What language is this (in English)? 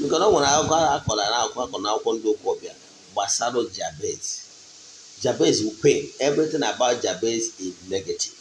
Igbo